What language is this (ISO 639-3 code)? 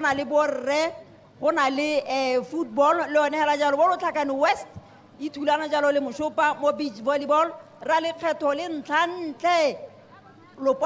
tsn